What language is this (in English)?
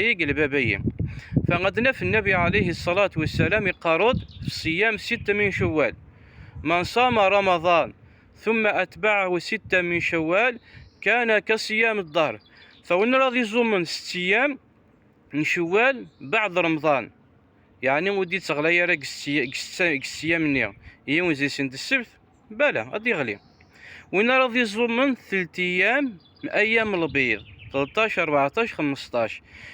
Kabyle